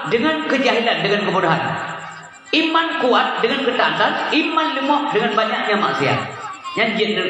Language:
Achinese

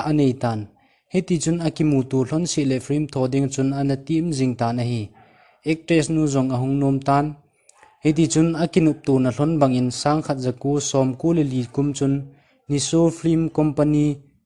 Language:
Thado Chin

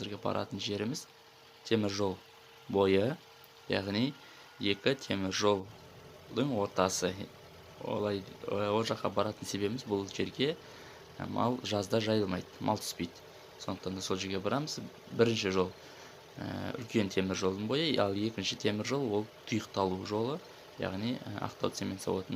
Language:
Kazakh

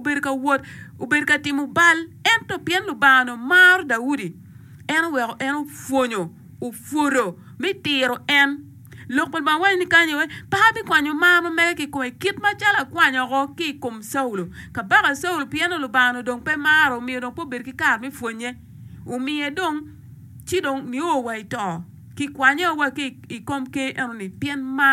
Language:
Acoli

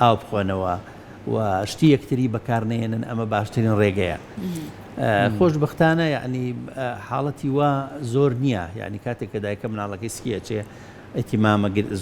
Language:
Central Kurdish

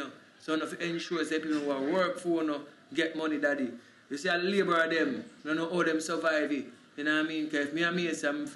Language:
Jamaican Creole English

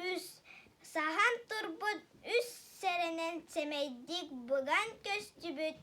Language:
Yakut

